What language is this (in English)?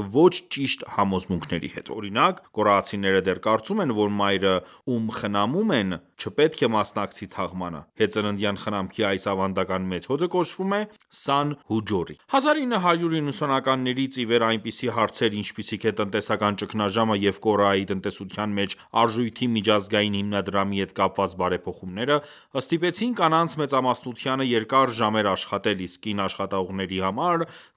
Armenian